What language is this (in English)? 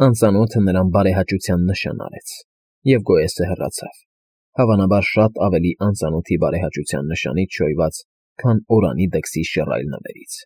Armenian